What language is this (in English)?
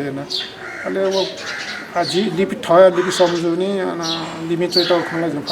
Newari